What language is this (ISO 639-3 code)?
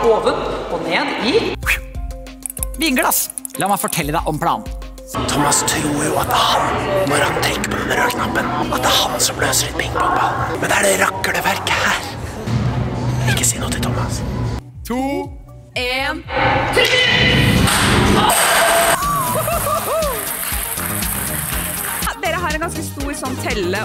nor